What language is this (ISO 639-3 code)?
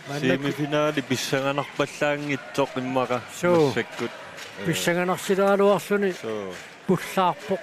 kal